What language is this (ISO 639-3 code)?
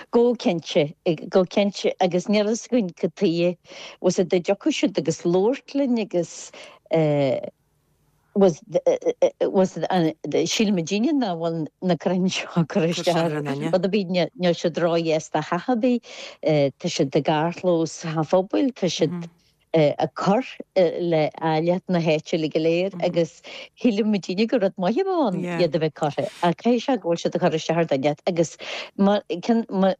gle